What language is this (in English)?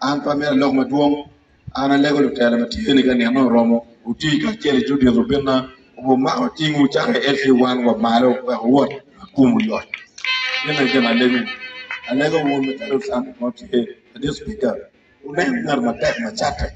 Acoli